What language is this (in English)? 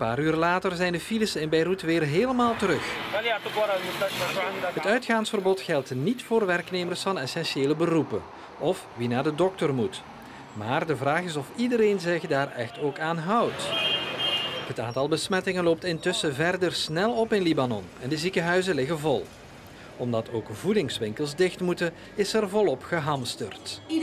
Dutch